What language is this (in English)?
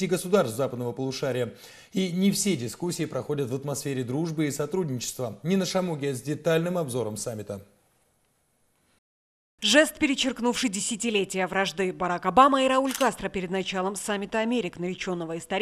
Russian